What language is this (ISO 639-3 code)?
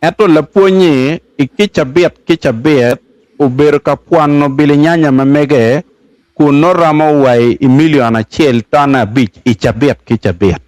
ach